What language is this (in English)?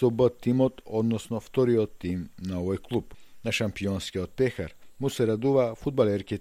Macedonian